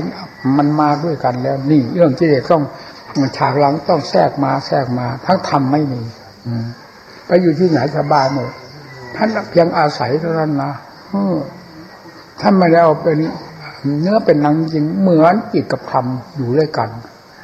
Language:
Thai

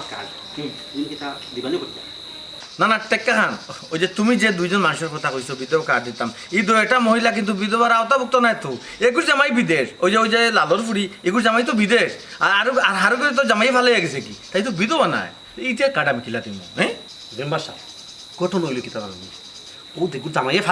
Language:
Sylheti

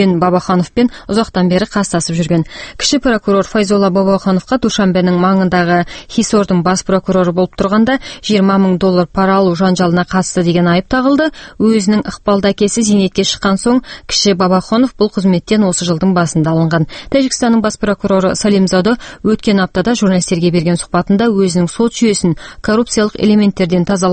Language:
Kazakh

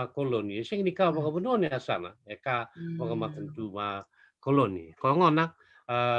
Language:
Fijian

